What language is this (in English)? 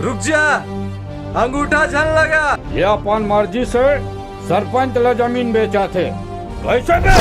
Chhattisgarhi